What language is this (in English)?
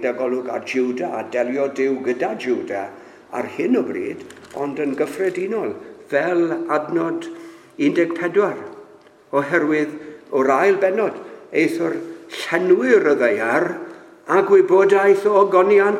Welsh